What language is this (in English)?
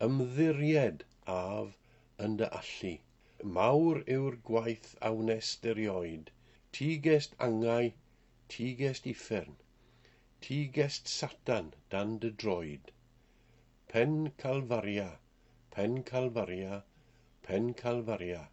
Welsh